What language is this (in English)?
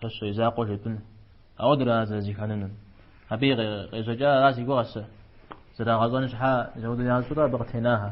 Kabardian